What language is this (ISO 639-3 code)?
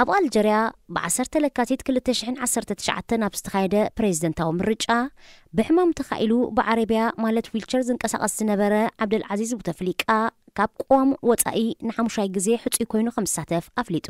tir